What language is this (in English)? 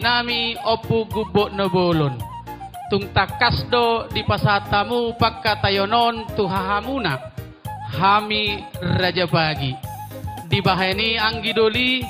Batak Toba